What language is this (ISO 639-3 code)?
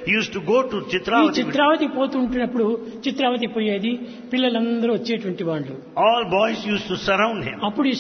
tel